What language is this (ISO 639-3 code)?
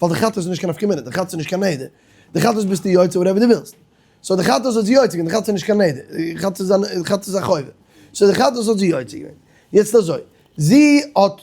yid